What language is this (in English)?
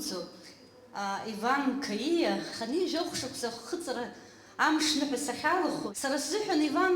Abkhazian